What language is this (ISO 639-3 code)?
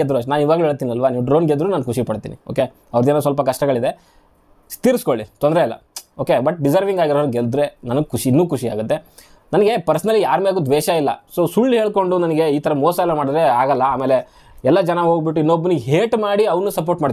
kan